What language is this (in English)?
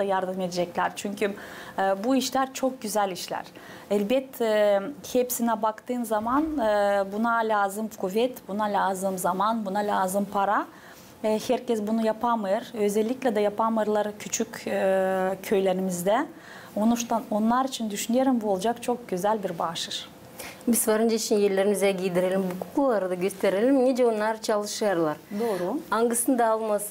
Gagauz